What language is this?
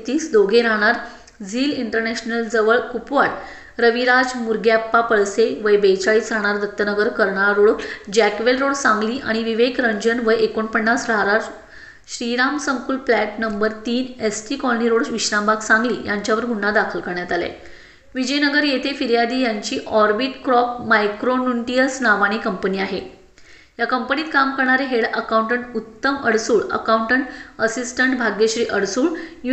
Marathi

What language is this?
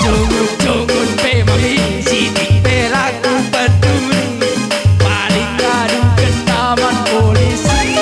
Batak Karo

